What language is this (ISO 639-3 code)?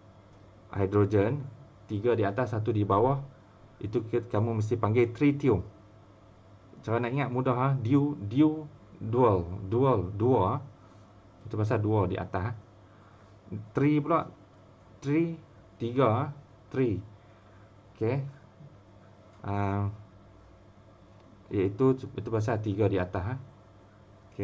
msa